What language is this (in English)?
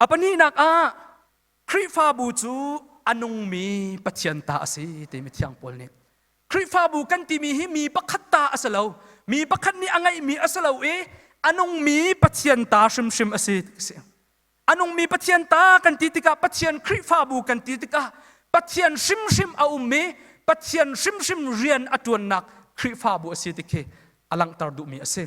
Hakha Chin